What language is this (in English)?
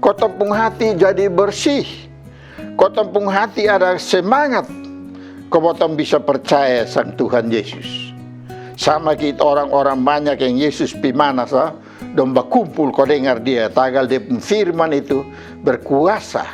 Kupang Malay